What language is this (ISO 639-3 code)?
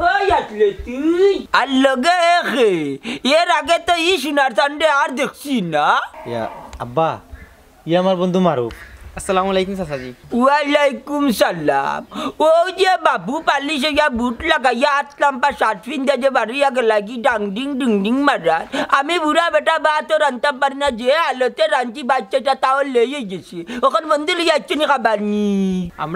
syl